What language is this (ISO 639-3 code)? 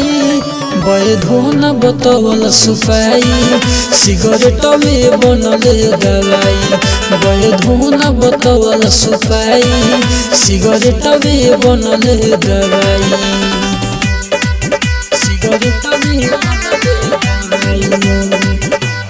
bho